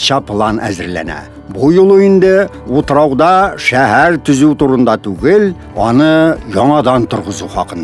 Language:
Tatar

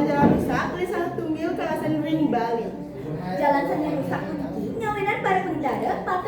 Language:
Balinese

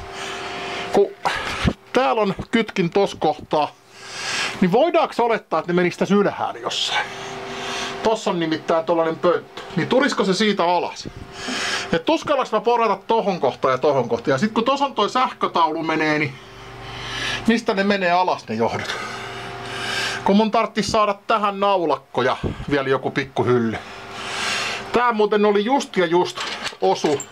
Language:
Finnish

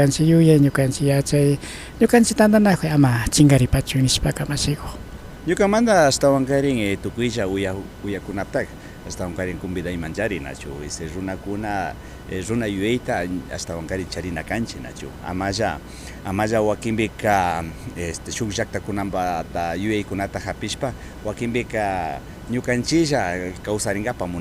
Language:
Imbabura Highland Quichua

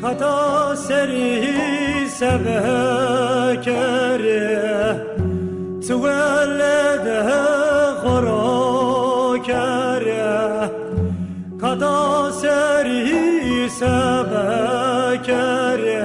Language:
Zaza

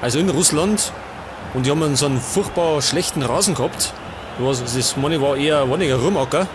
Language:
Bavarian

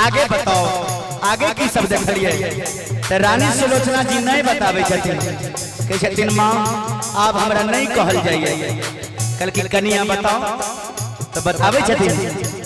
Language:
Maithili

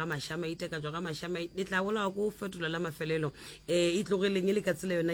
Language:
Northern Sotho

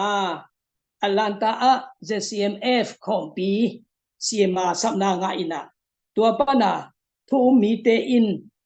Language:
Tedim Chin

